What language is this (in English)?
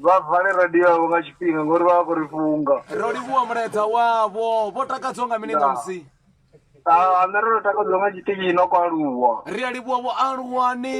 Venda